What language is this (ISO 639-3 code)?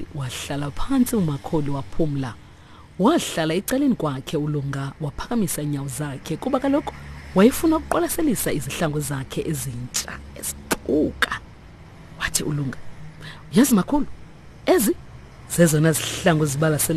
xho